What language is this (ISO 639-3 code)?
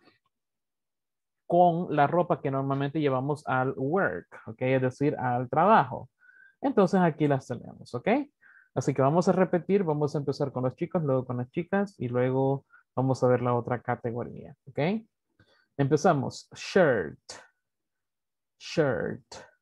spa